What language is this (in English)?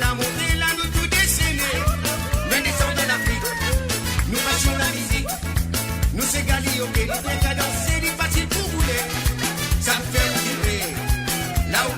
Morisyen